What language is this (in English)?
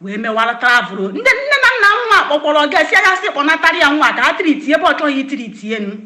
Igbo